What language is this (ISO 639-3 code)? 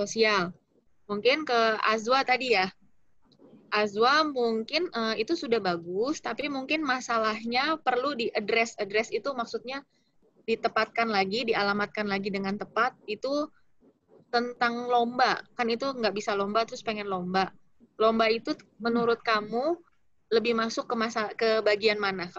ind